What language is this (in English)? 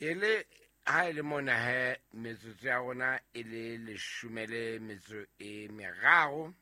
Southern Sotho